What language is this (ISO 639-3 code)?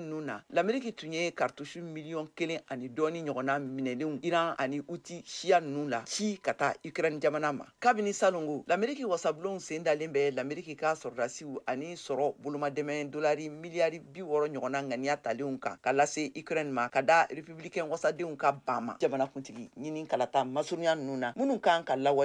bam